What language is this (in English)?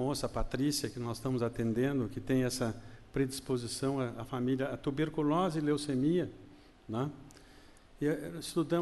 Portuguese